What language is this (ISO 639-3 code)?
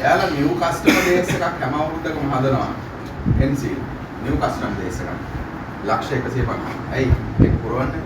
sin